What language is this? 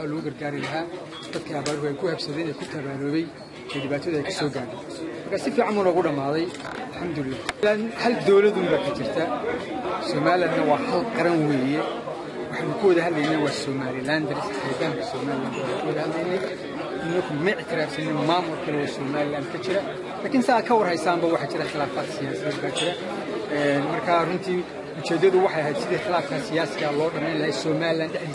Somali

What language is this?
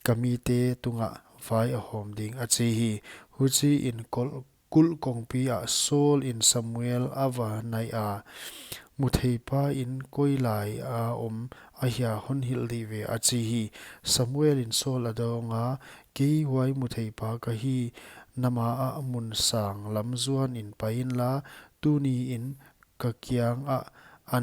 Paite Chin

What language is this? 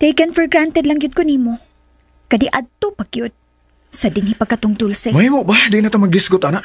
Cebuano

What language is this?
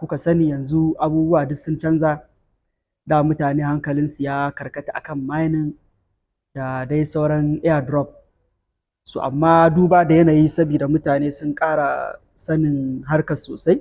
Hausa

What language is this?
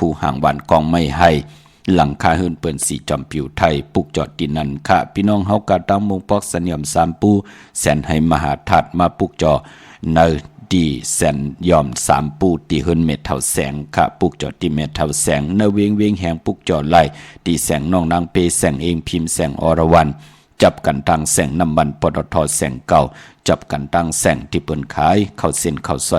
Shan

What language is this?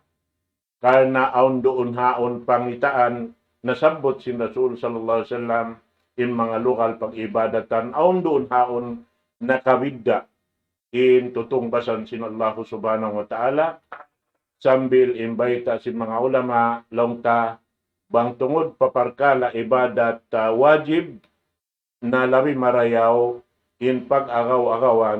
Tausug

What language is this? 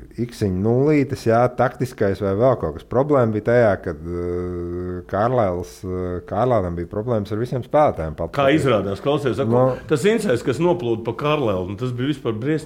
Latvian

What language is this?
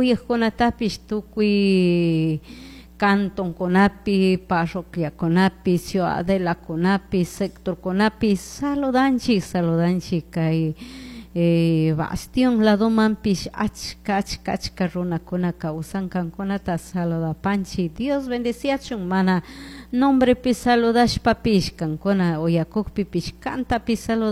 Chimborazo Highland Quichua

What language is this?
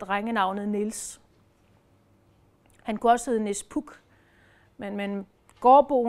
Danish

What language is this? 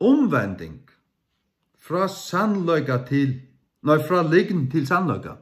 Faroese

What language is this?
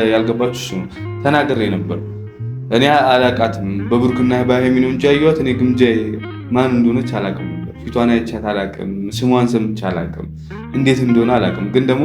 Amharic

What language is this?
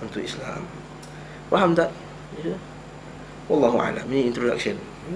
Malay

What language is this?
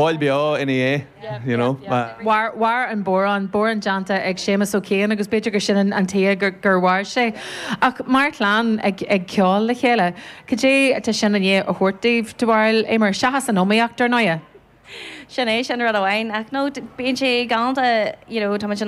Irish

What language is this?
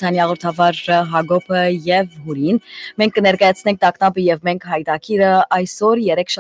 Western Armenian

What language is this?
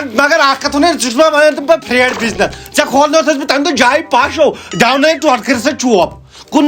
Kashmiri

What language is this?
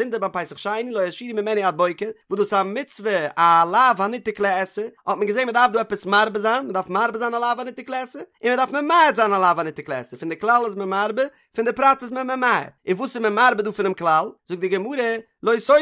Yiddish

